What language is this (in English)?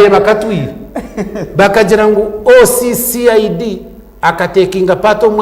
Nyankole